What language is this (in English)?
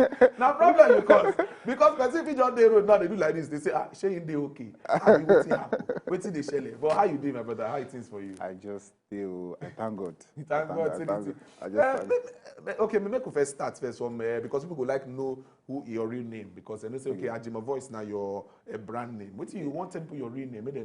Nigerian Pidgin